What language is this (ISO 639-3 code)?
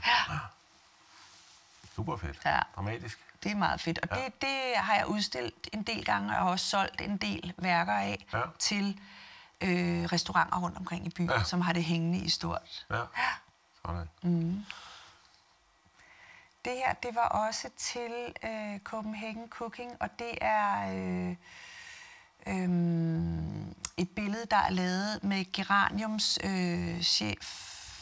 dan